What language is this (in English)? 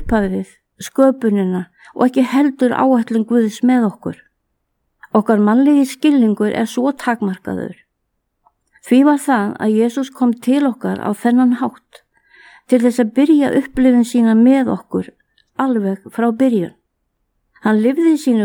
Icelandic